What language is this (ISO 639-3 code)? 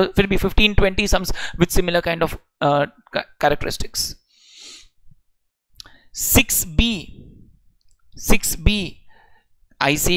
hin